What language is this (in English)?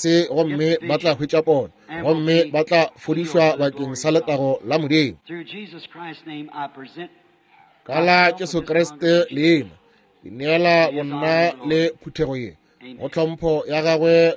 Northern Sotho